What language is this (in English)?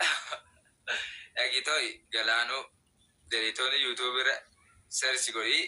Oromo